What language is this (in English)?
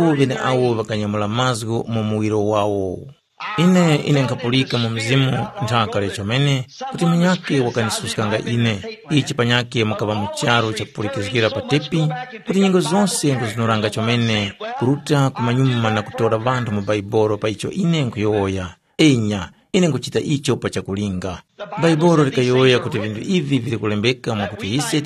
Tumbuka